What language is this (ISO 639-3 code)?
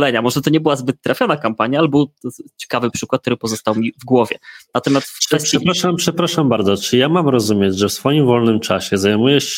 pol